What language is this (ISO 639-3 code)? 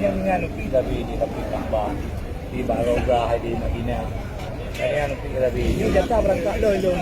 ace